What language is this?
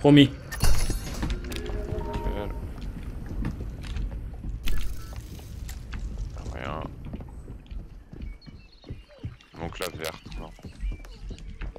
French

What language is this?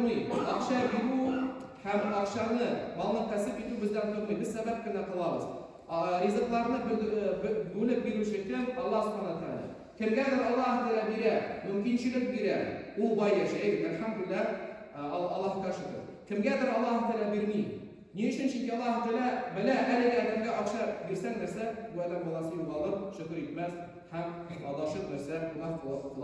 Tatar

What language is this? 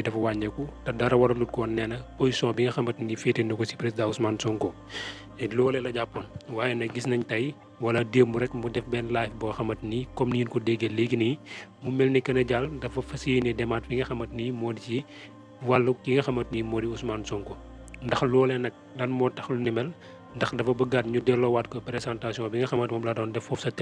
Wolof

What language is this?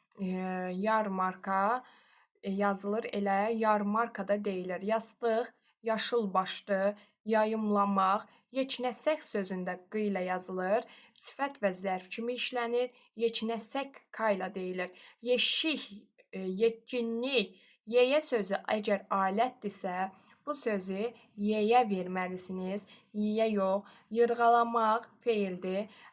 Azerbaijani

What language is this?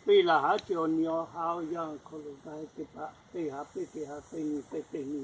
Lahu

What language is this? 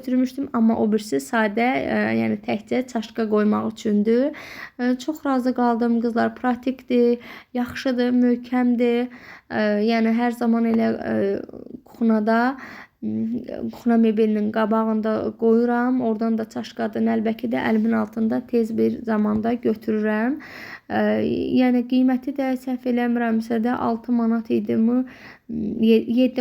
Azerbaijani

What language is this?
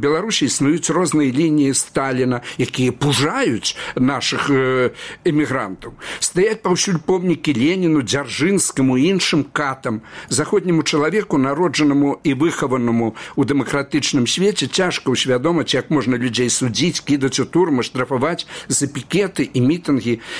Belarusian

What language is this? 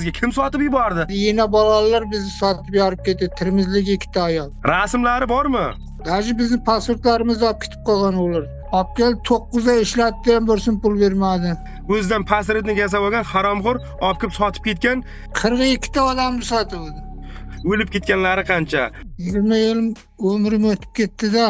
Uzbek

